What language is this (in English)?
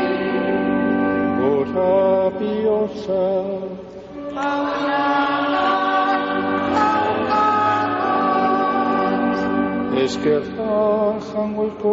Basque